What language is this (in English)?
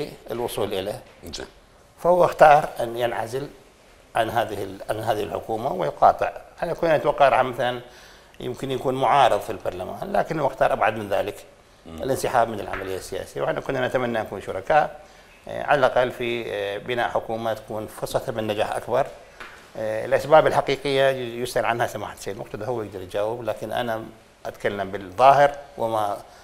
Mesopotamian Arabic